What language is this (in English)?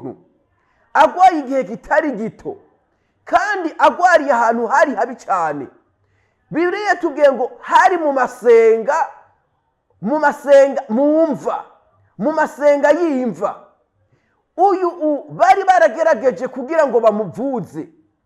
Rundi